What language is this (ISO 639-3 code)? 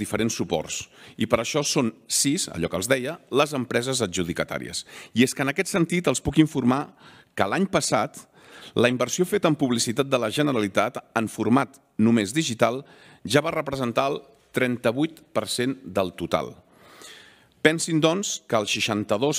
cat